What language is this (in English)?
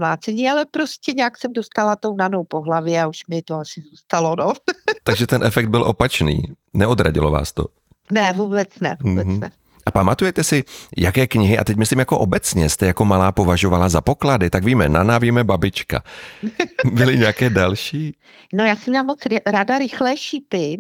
Czech